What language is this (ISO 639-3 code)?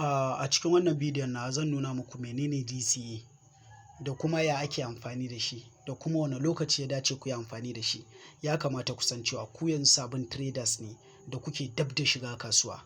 hau